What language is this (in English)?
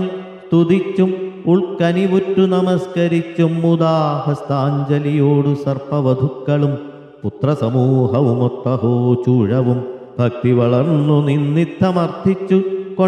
Malayalam